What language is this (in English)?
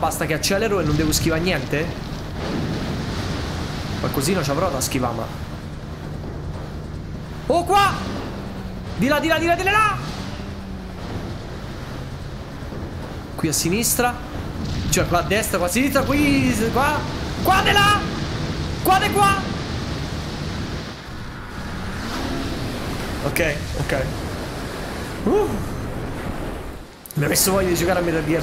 Italian